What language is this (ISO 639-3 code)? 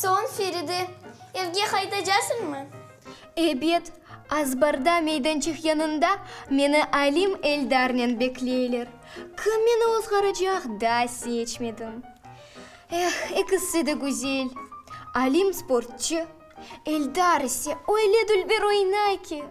crh